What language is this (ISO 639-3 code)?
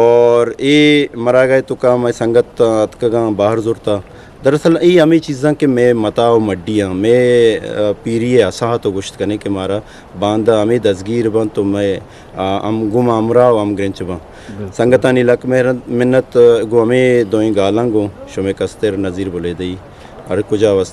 bgp